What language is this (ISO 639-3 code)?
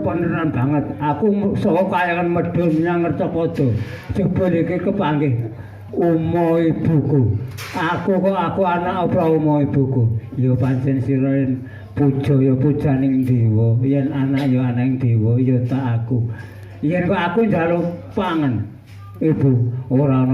jav